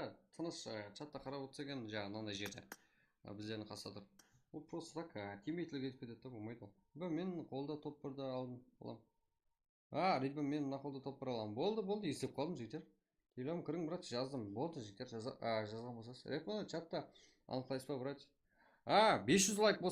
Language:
Kara-Kalpak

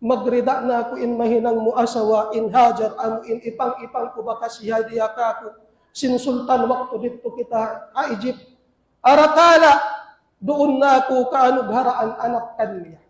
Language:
Tausug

